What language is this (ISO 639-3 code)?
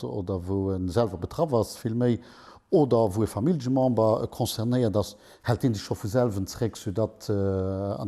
ltz